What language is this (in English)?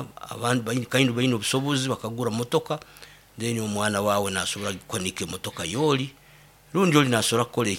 Nyoro